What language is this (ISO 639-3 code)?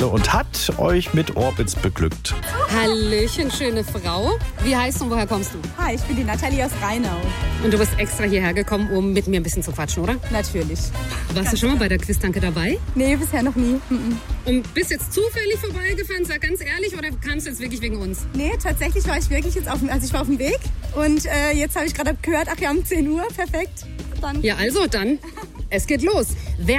deu